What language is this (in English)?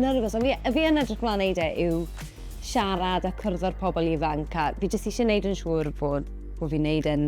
Welsh